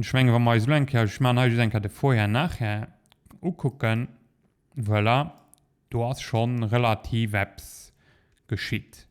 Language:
Luxembourgish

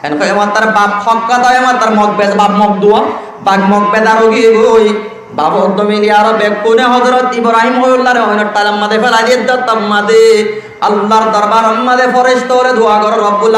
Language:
Rohingya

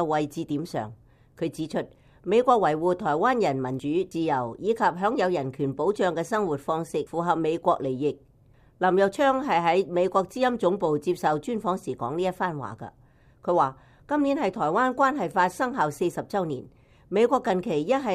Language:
Cantonese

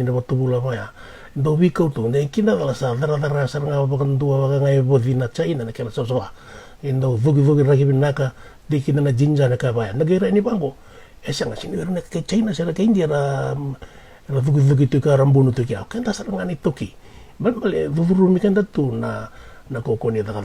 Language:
Fijian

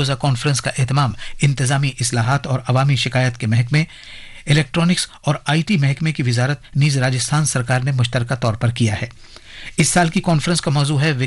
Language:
Urdu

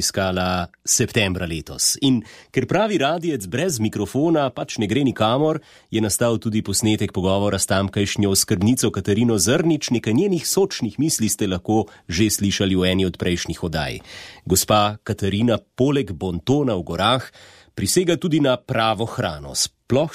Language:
Slovenian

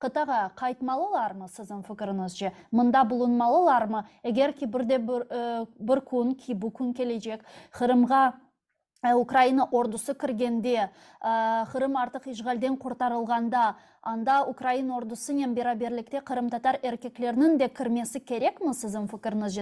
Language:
Crimean Tatar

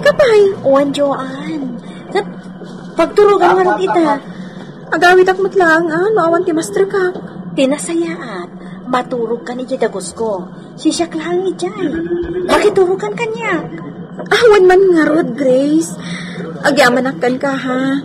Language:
Iloko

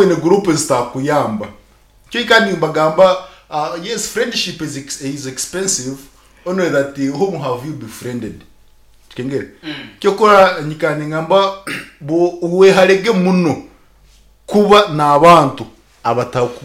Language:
Nyankole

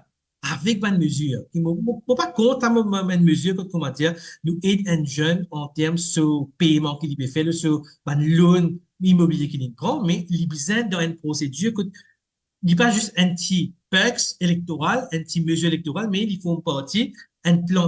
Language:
Morisyen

